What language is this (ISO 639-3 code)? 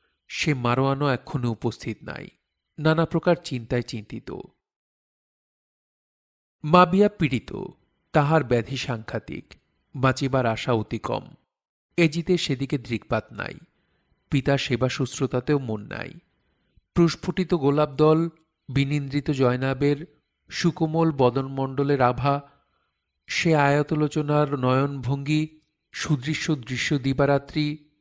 ben